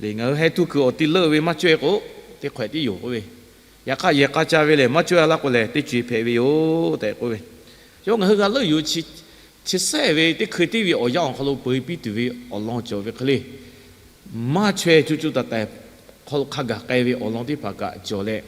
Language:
Lahu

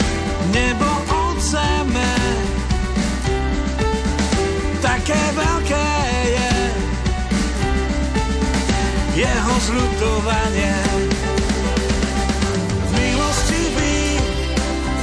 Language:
Slovak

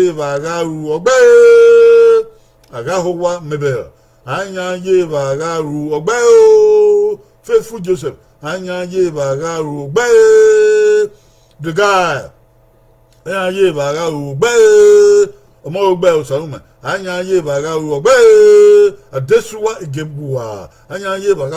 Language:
Bini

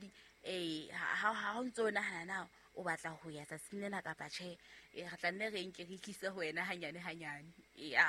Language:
Southern Sotho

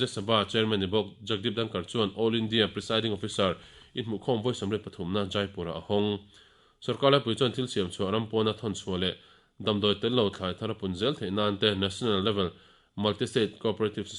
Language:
Mizo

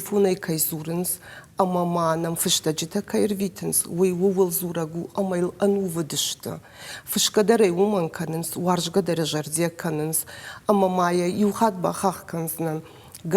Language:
Ossetic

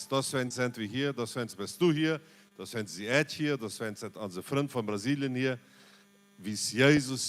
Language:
Plautdietsch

